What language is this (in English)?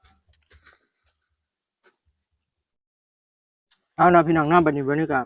Lao